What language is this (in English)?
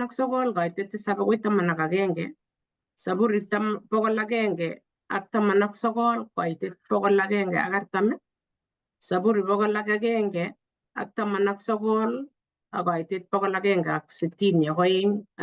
Kalenjin